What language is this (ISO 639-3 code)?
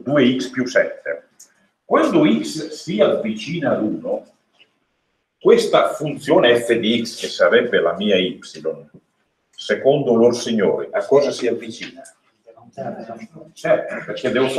ita